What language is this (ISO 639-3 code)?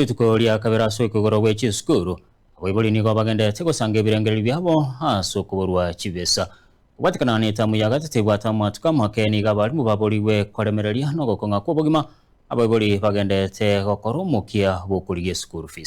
guz